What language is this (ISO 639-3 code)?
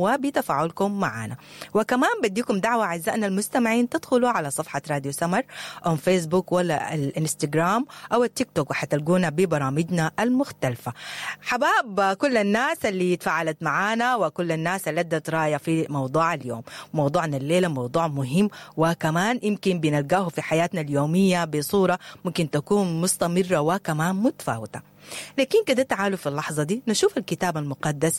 apd